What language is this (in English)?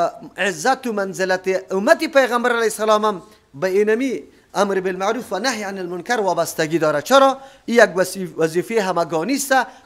Persian